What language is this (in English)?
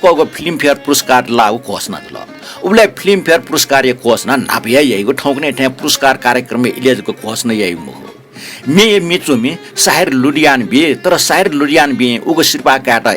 Newari